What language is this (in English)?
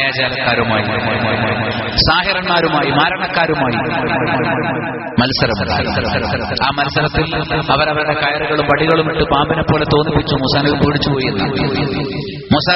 Malayalam